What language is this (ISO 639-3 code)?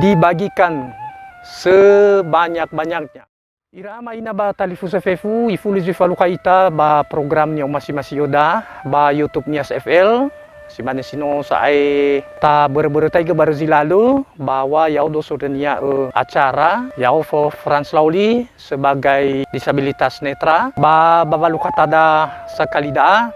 nia